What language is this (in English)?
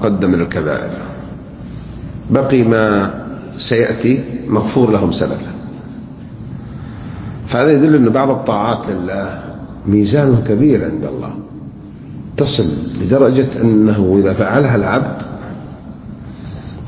Arabic